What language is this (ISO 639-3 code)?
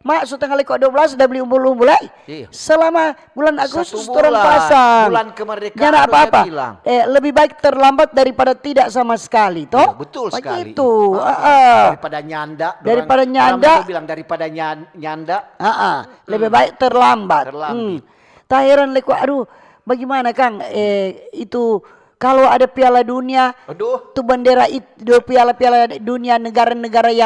xmm